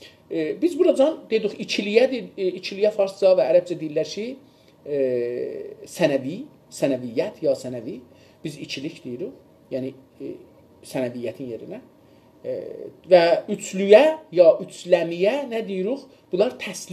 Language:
South Azerbaijani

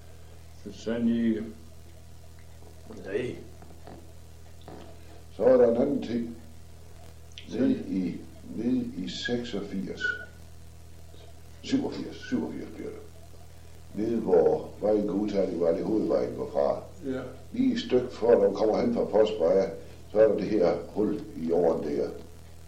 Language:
Danish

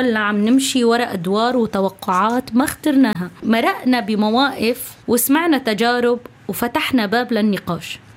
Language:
North Levantine Arabic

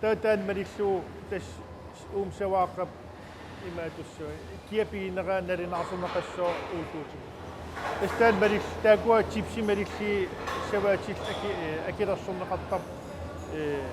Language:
Kalaallisut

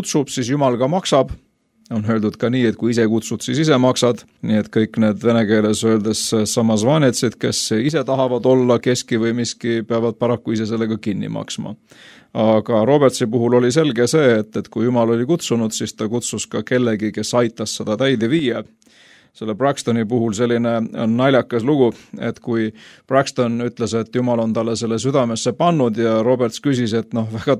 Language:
Estonian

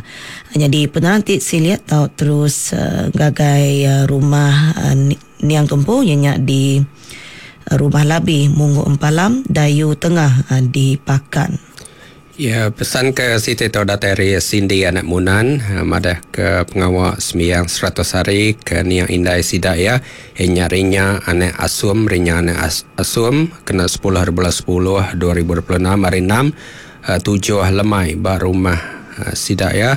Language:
Iban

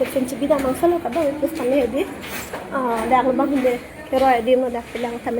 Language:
Karbi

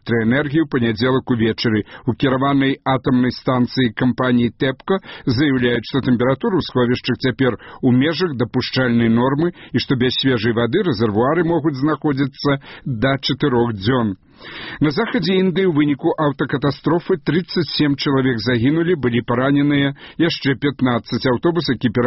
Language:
Belarusian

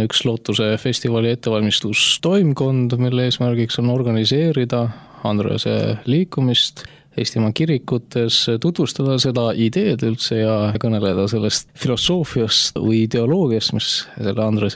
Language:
Estonian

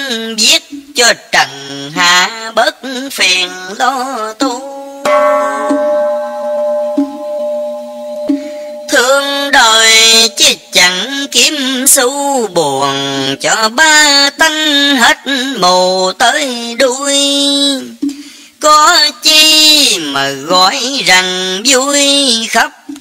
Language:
Vietnamese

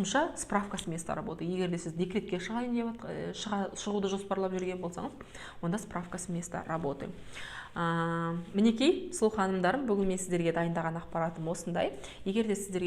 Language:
Kazakh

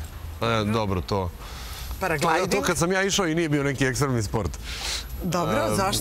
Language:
Serbian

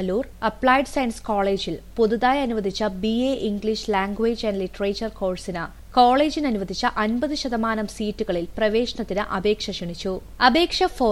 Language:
Malayalam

